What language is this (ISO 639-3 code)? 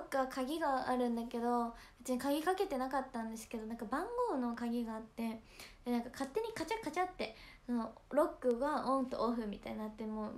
jpn